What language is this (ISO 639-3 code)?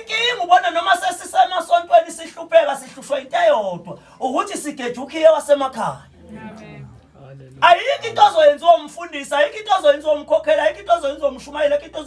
zul